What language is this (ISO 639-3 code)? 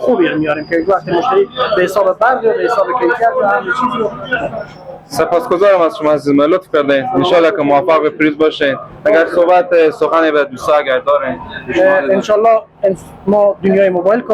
fas